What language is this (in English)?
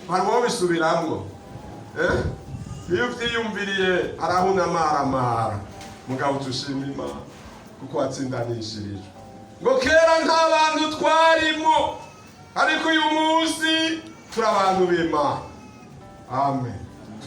Rundi